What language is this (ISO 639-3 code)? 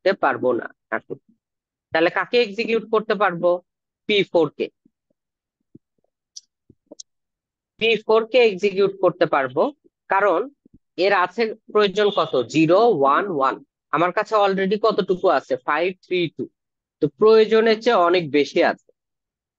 ben